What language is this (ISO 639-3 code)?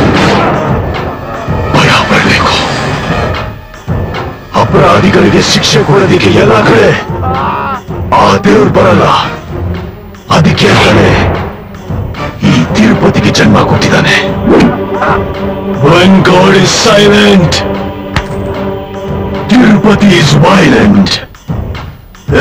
kan